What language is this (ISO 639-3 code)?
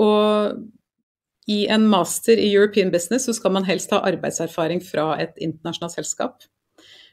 nor